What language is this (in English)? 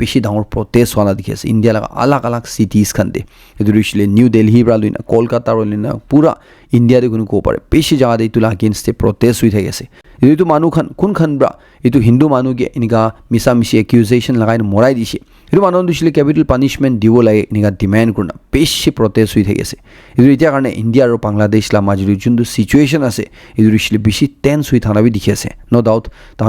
Naga Pidgin